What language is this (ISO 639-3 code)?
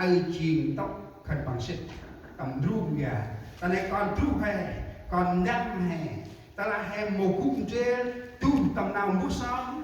cmo